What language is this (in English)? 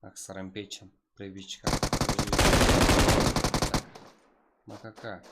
Kara-Kalpak